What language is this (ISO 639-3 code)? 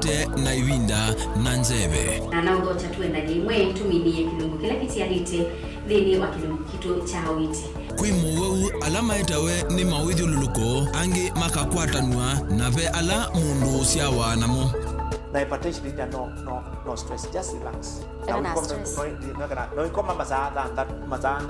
kam